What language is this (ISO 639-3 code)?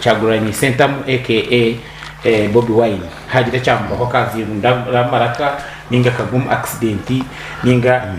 nyn